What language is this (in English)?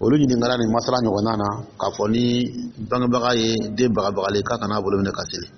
Dyula